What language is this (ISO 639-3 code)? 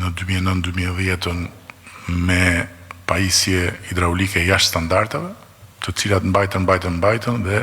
sqi